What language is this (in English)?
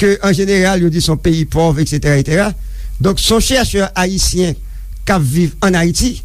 Haitian Creole